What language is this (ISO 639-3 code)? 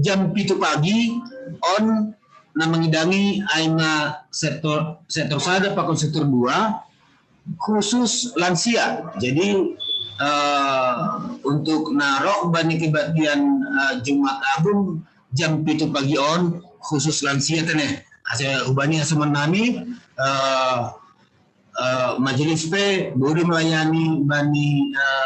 bts